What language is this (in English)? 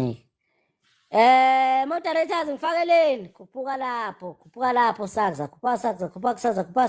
Zulu